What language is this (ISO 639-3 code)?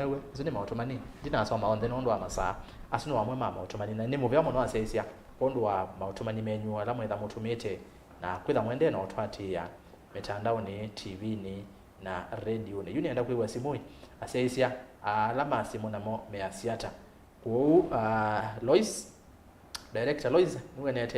kam